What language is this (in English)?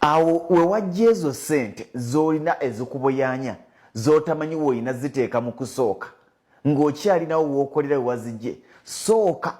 Ganda